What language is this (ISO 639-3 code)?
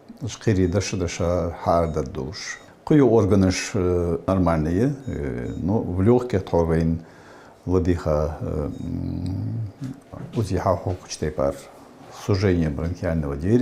inh